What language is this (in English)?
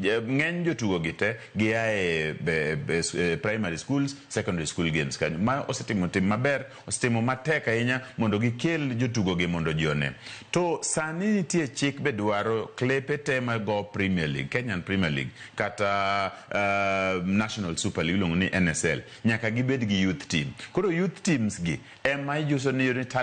Luo (Kenya and Tanzania)